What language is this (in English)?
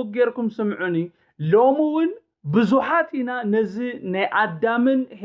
Tigrinya